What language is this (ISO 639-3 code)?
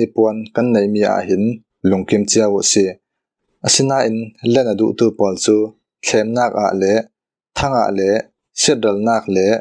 cfm